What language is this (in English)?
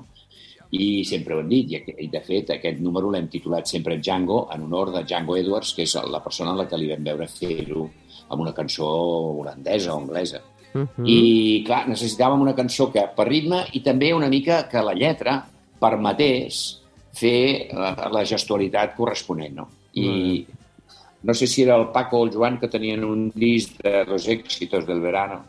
Catalan